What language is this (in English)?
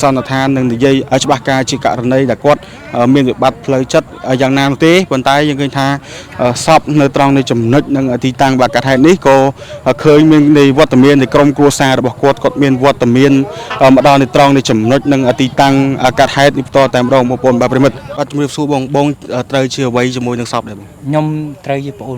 Khmer